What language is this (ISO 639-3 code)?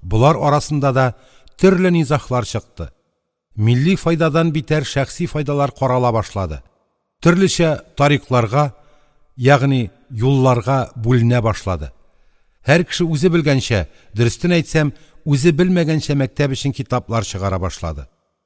tat